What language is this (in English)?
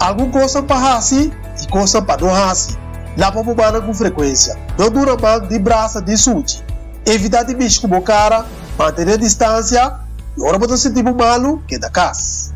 Papiamento